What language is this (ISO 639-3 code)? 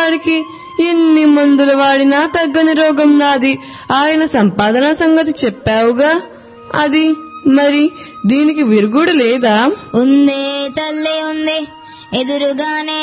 tel